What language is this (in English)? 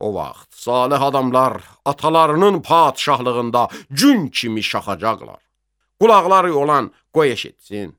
Azerbaijani